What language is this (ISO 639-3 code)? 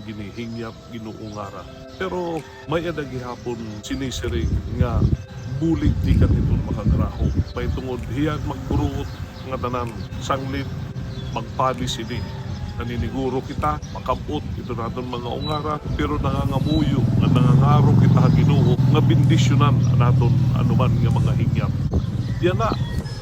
war